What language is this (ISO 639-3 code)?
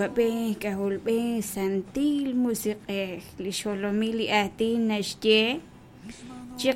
kek